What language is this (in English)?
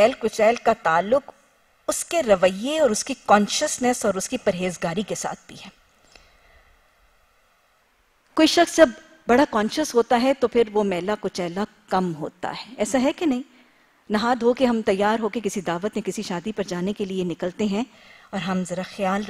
Urdu